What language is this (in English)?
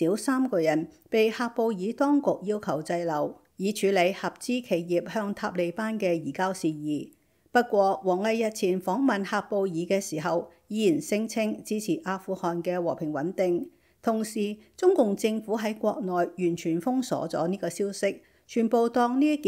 Cantonese